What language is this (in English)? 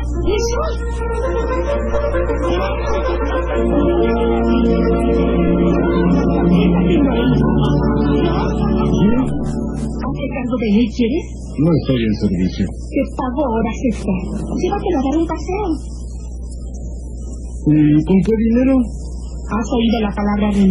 Spanish